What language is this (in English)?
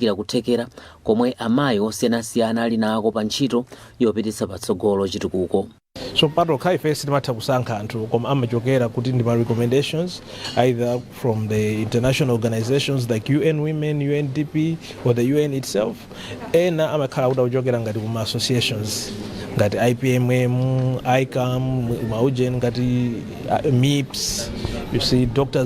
Nyanja